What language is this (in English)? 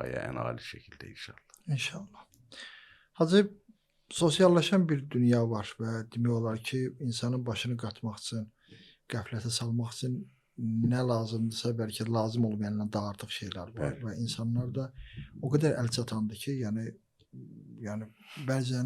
Azerbaijani